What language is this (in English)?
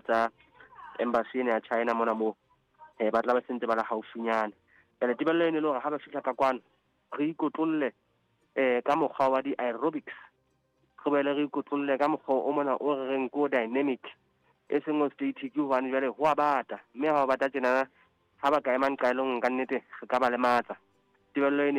Southern Sotho